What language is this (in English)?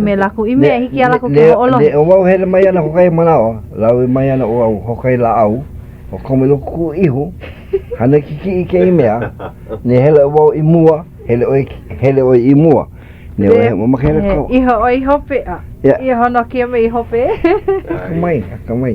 Hawaiian